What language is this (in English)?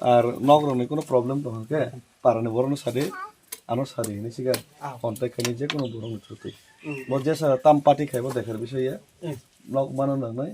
Kok Borok